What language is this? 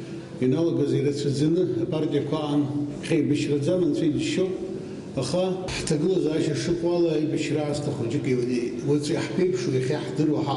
Abkhazian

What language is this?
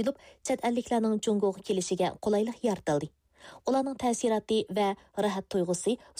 Uyghur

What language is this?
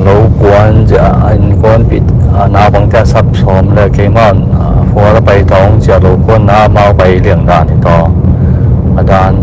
Tedim Chin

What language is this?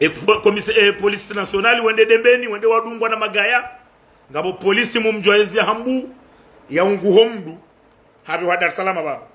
Ngazidja Comorian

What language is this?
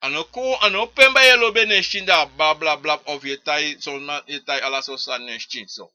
Sranan Tongo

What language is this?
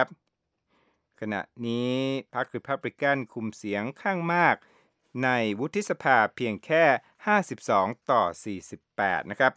Thai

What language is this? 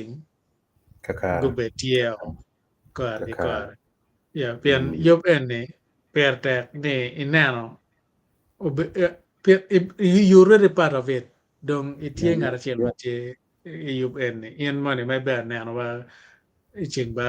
Acoli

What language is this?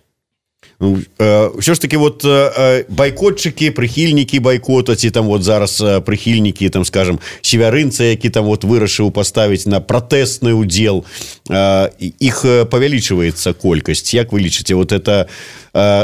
Belarusian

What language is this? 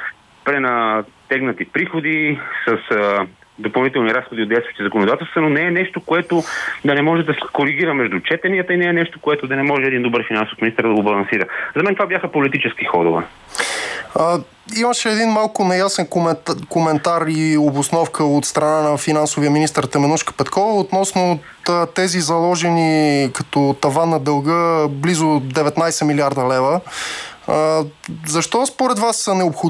Bulgarian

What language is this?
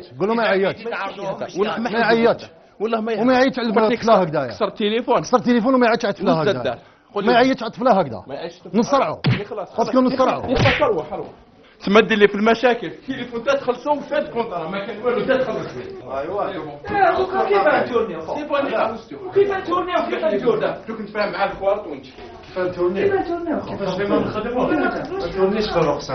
Algerian Arabic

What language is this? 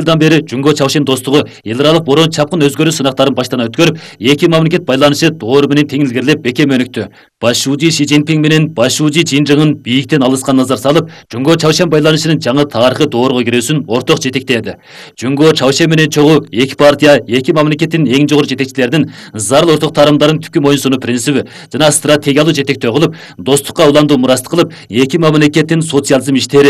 Kyrgyz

